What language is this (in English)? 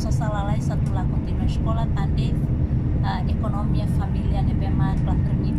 Tetum